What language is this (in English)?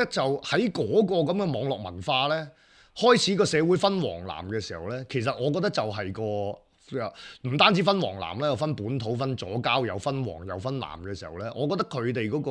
Cantonese